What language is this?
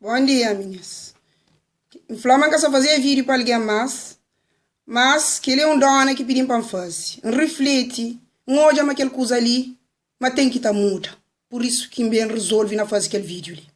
Kabuverdianu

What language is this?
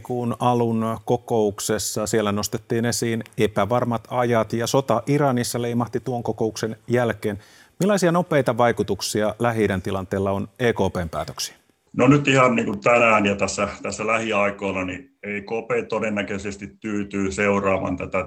Finnish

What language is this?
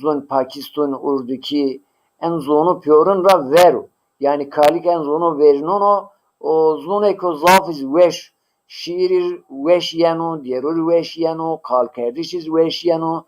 Zaza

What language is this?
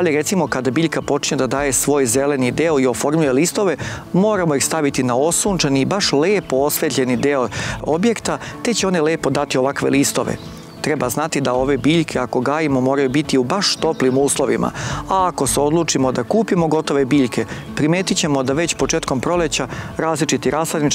Serbian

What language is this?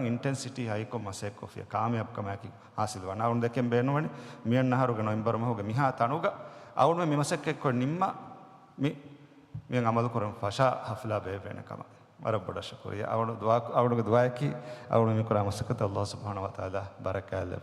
Divehi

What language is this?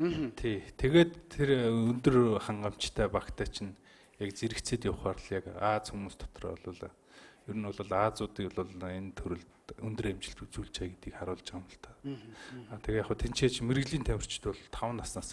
Mongolian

